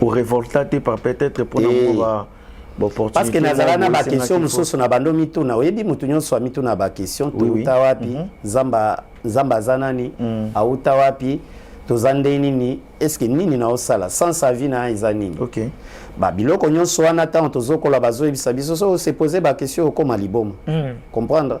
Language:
Lingala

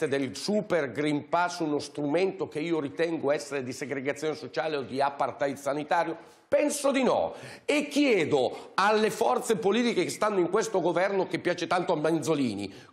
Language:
Italian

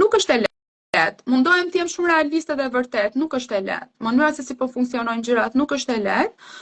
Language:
Albanian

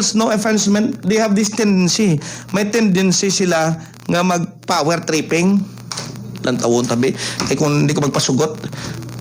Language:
Hiligaynon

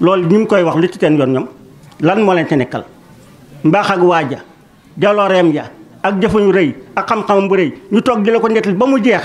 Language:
Wolof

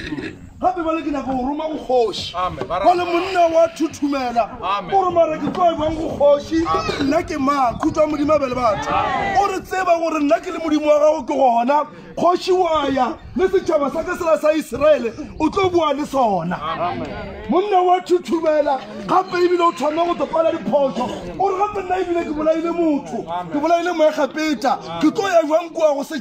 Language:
Northern Sotho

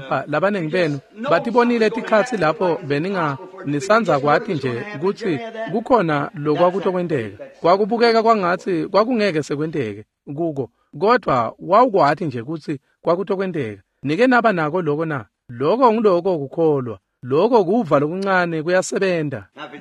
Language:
Swati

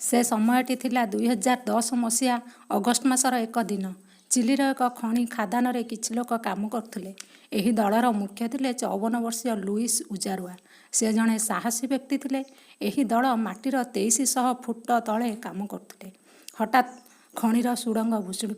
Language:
Odia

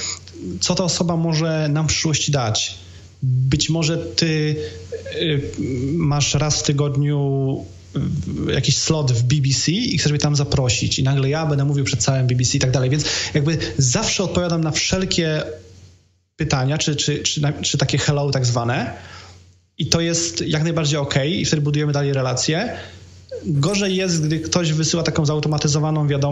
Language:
Polish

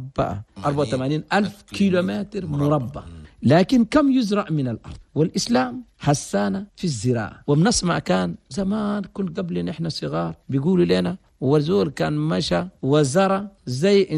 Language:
Chadian Arabic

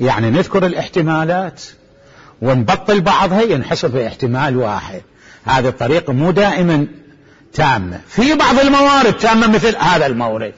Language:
Mesopotamian Arabic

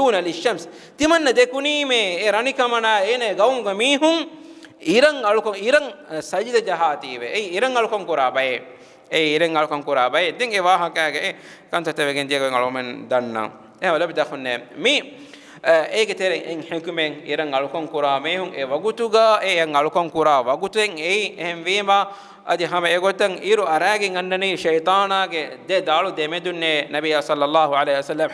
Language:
Divehi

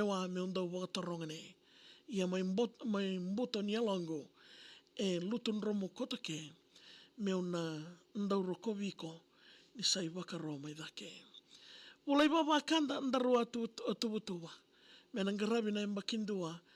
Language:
Fijian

